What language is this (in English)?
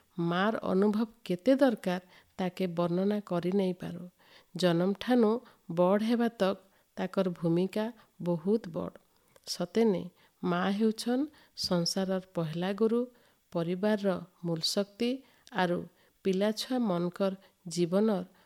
Odia